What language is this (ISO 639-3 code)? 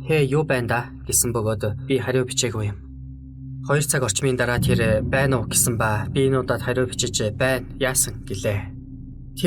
mon